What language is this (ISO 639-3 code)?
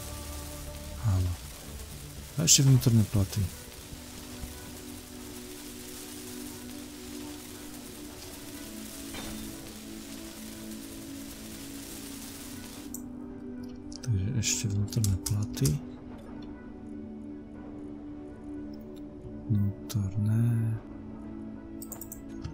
slk